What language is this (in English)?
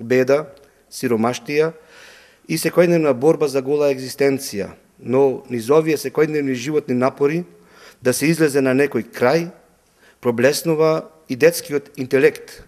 Macedonian